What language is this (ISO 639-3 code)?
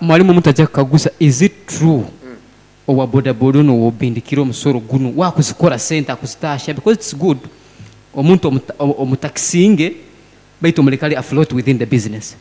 nyn